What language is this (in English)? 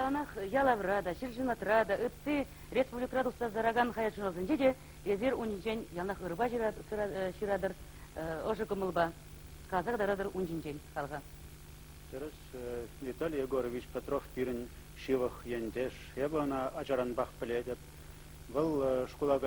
Chuvash